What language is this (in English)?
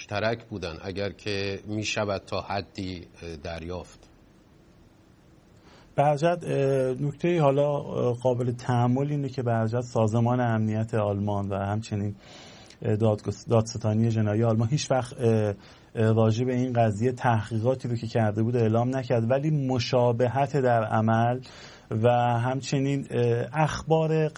Persian